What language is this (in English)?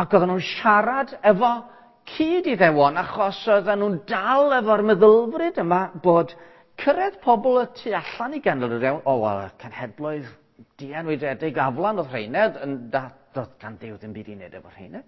Welsh